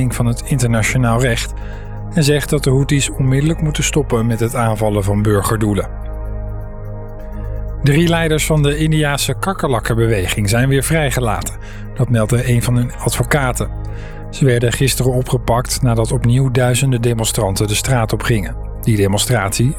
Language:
Dutch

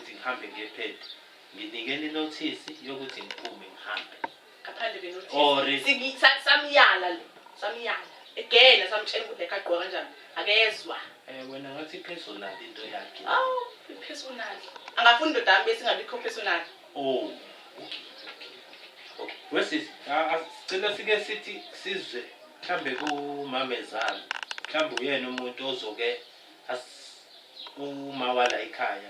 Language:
Zulu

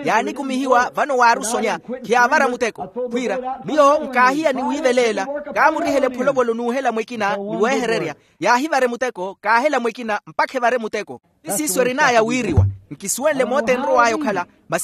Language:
Makhuwa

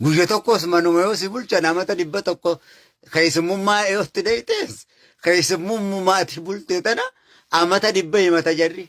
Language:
Oromo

